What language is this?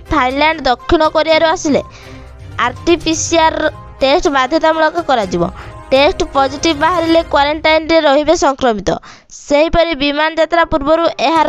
Odia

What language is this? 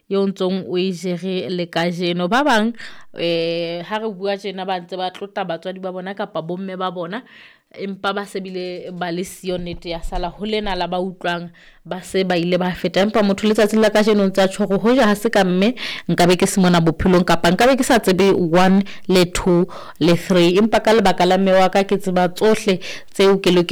Southern Sotho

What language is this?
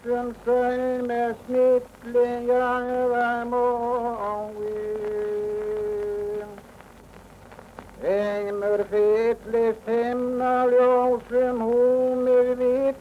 Icelandic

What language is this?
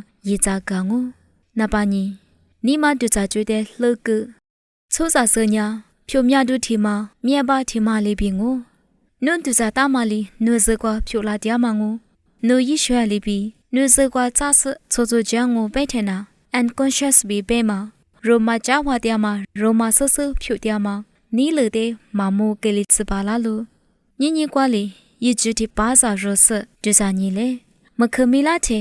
Lisu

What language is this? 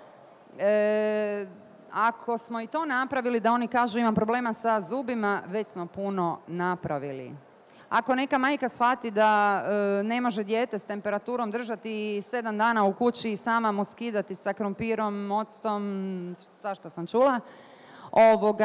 Bosnian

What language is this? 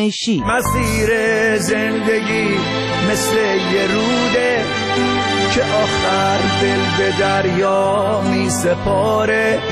Persian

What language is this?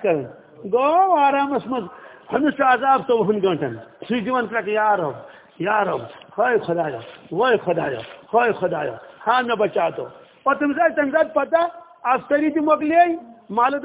Kashmiri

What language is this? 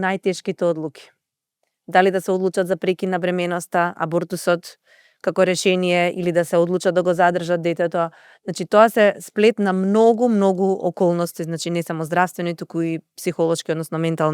Macedonian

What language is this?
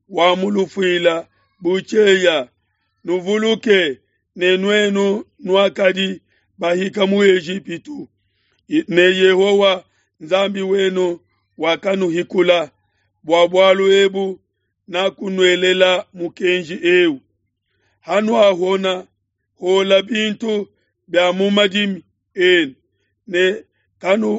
Luba-Lulua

